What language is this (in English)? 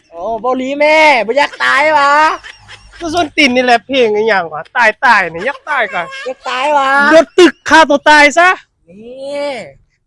Lao